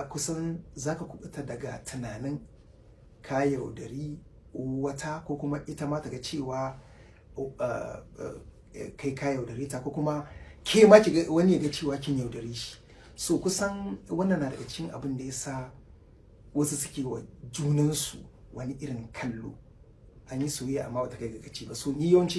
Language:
Hausa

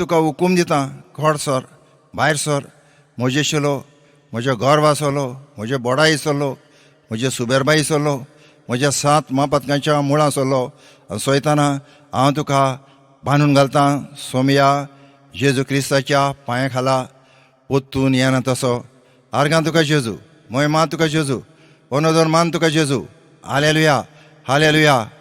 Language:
Konkani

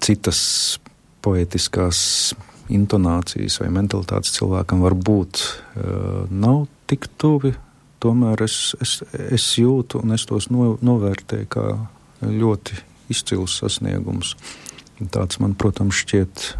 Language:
Latvian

